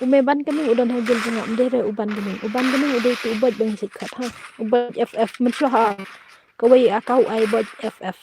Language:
Khasi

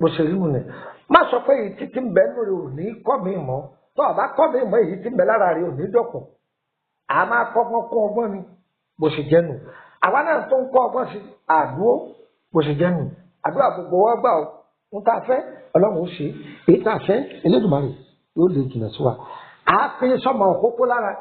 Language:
Yoruba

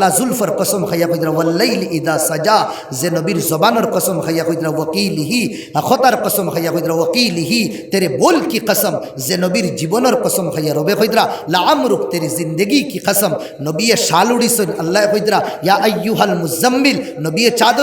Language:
Sylheti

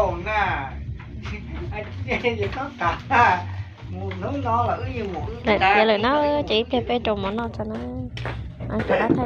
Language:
Hmong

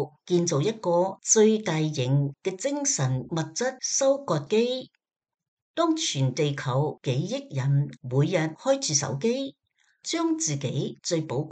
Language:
Cantonese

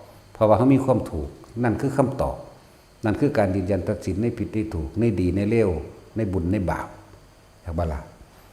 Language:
Northeastern Thai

